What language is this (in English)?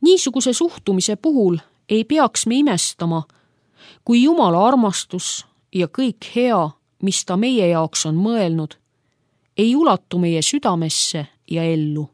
Estonian